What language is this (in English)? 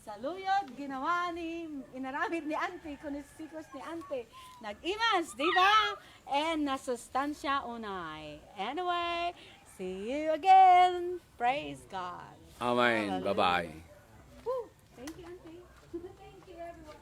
Iloko